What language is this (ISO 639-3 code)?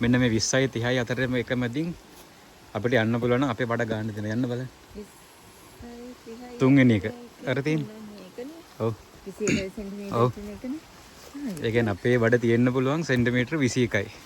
sin